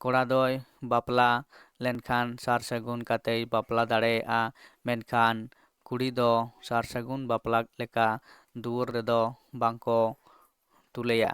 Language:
Santali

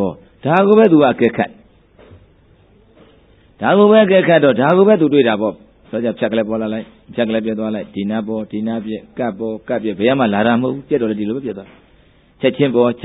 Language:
Burmese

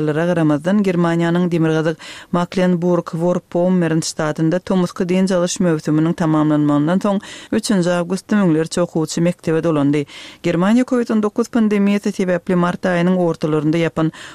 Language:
Turkmen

